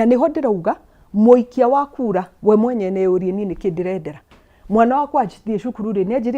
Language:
Kikuyu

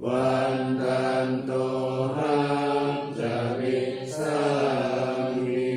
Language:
Pali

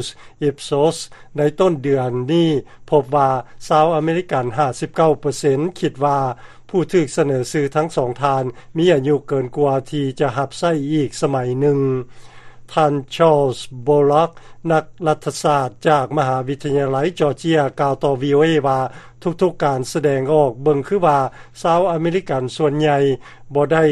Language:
Lao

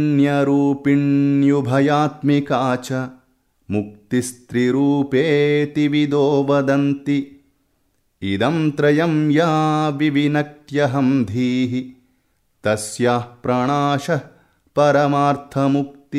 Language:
Sanskrit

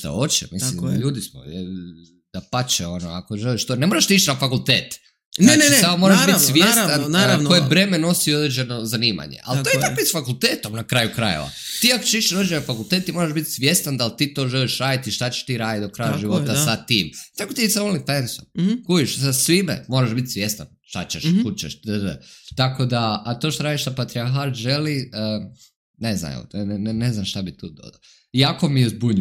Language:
Serbian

